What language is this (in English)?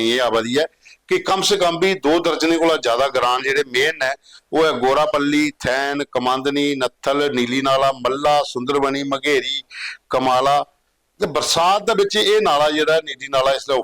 Dogri